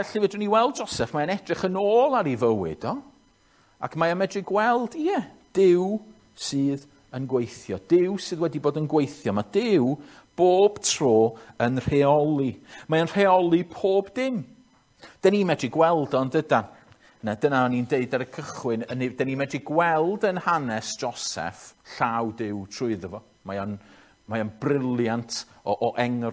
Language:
Welsh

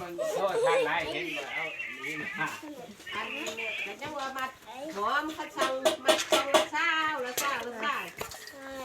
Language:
Lao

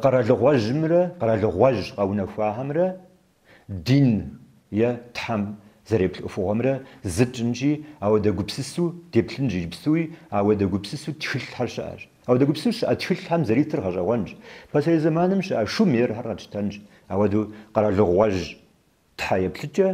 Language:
Kabardian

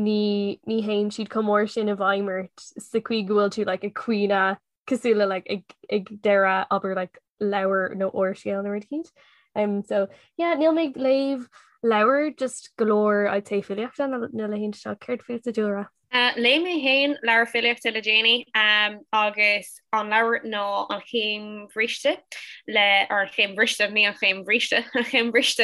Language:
Irish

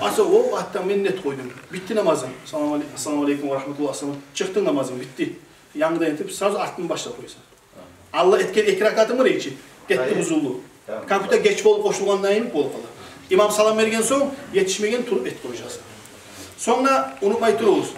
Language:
Kumyk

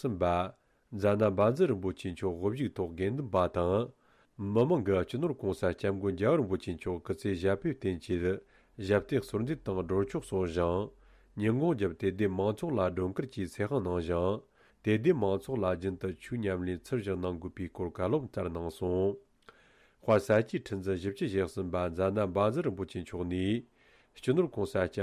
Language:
Tibetan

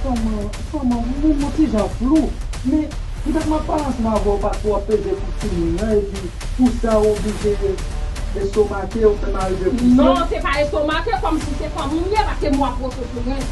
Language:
Haitian Creole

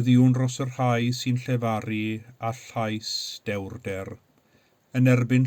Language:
Welsh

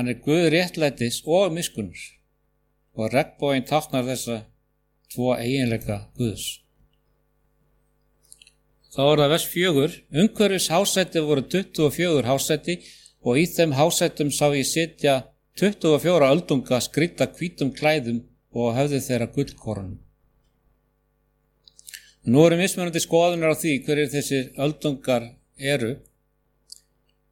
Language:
Icelandic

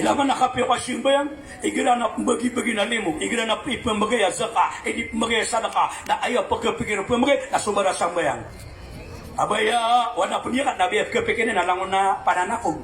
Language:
Maranao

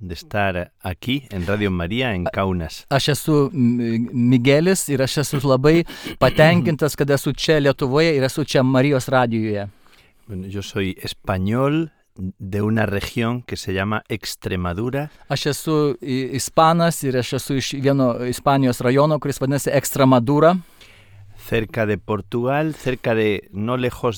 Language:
Lithuanian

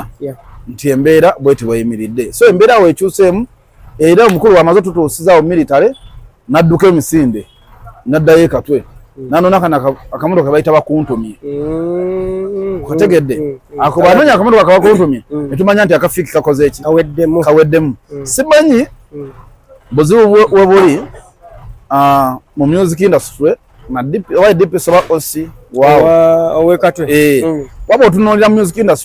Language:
Ganda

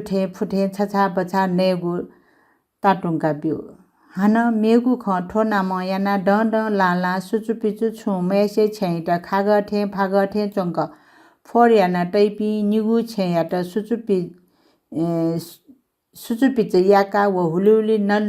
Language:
Newari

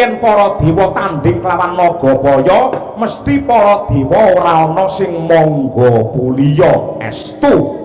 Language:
Javanese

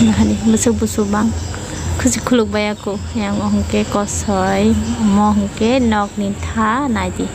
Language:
Kok Borok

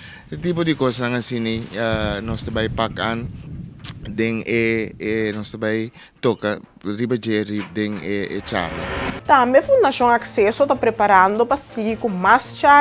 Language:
Papiamento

